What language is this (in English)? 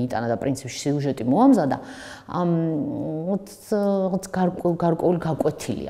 Georgian